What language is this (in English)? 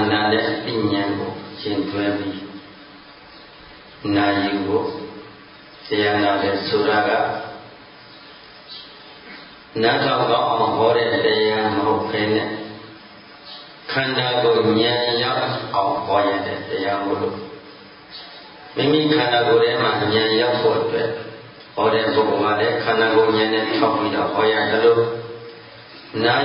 Burmese